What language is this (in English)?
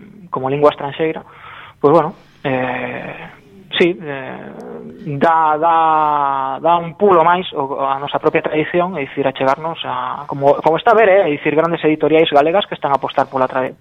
Galician